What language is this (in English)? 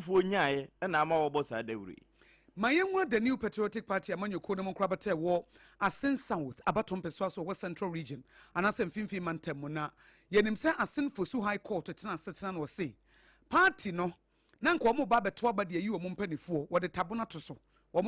Akan